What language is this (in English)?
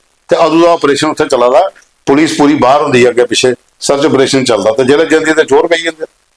Dogri